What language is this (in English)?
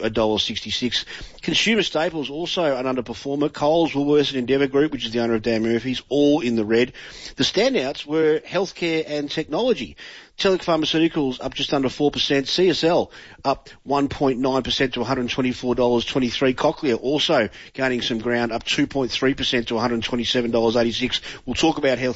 English